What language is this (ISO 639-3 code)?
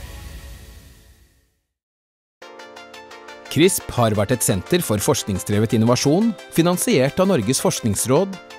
nor